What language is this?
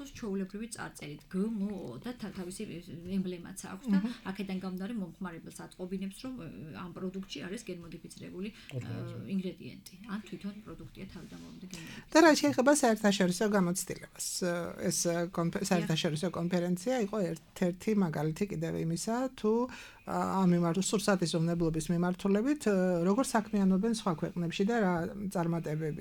Georgian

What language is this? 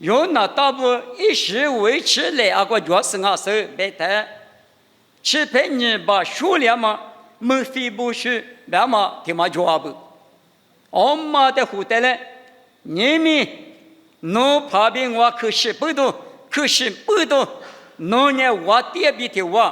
Lisu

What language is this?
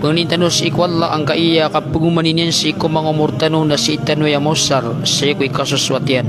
Maranao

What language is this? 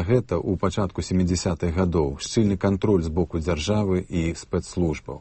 Belarusian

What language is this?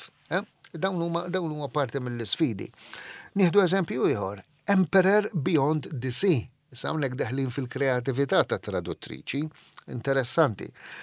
Maltese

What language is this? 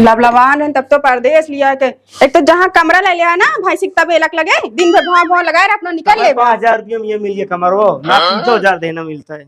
Awadhi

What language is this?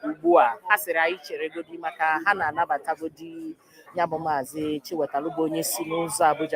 Igbo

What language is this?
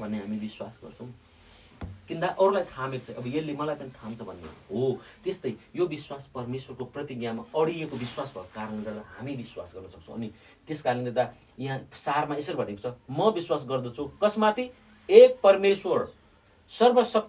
Nepali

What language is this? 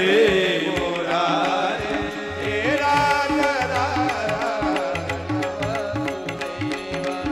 Marathi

